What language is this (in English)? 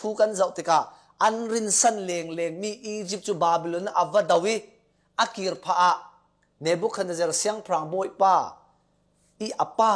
Falam Chin